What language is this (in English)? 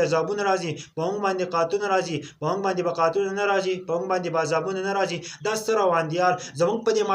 Pashto